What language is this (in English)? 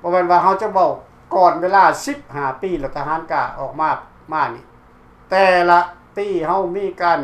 Lao